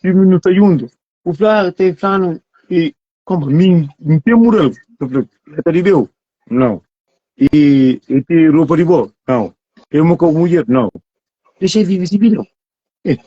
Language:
Kabuverdianu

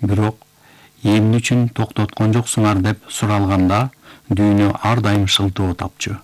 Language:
Kyrgyz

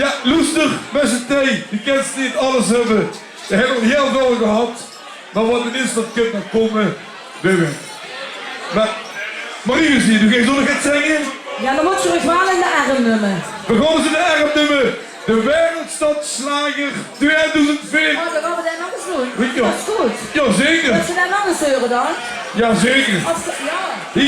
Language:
Limburgish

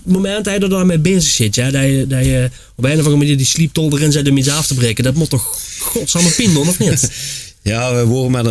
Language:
Limburgish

